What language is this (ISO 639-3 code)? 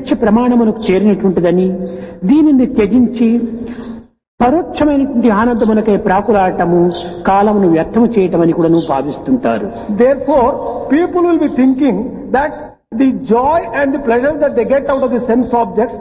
tel